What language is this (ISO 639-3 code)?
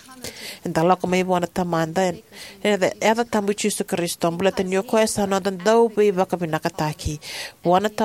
fij